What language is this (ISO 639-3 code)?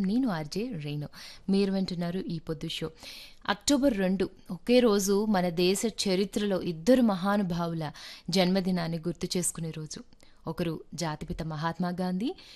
tel